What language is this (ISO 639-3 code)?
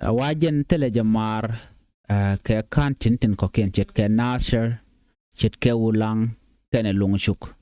nus